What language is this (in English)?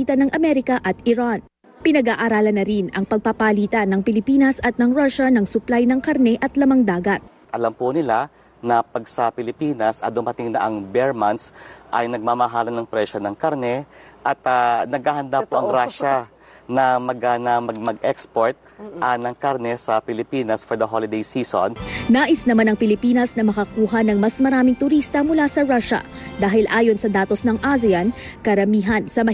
Filipino